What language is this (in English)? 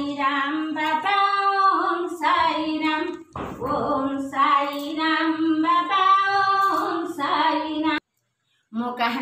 Odia